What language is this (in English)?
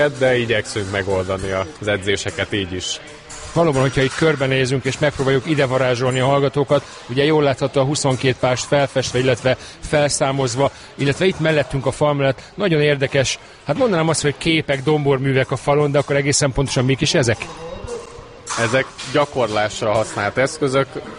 Hungarian